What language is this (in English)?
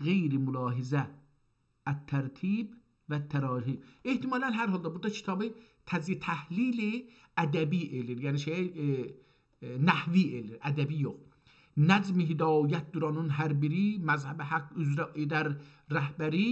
South Azerbaijani